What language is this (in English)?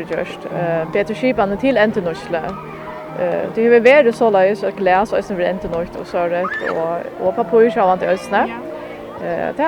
Faroese